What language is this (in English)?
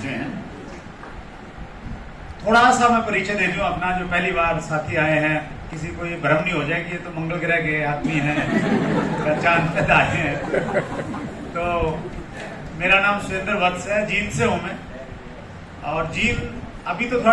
Hindi